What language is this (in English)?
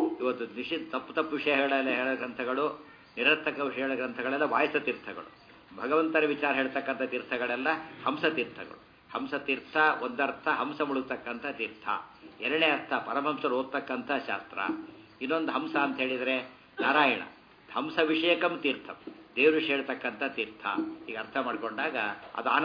Kannada